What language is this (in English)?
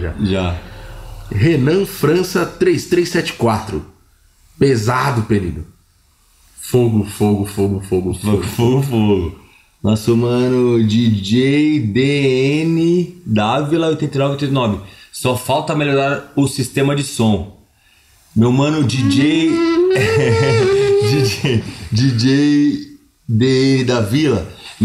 Portuguese